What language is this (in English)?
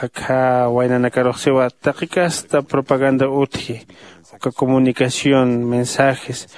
Aymara